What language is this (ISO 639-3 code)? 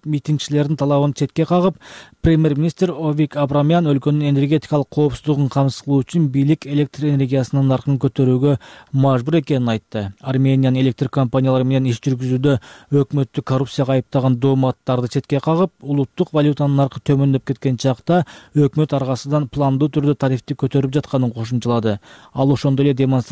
kir